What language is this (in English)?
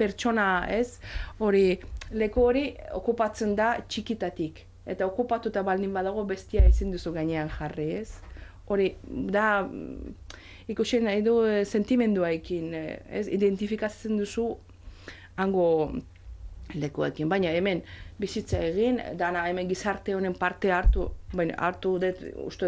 Basque